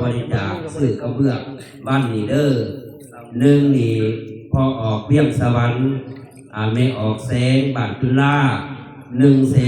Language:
Northeastern Thai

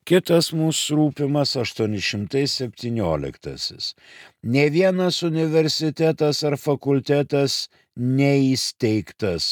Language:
Lithuanian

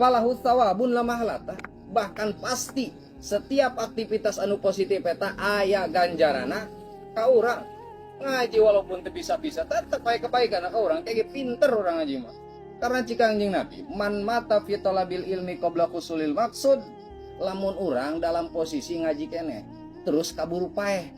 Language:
Sundanese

